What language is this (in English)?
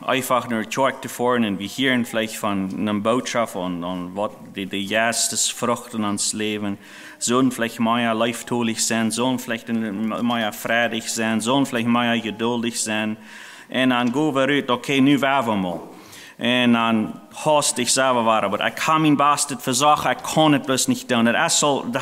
Plautdietsch